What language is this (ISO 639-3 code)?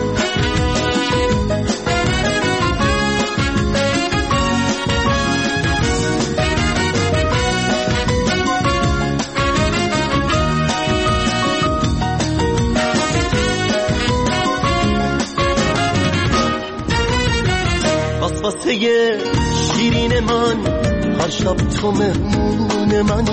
fas